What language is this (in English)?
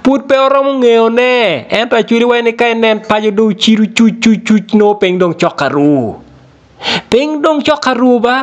Acoli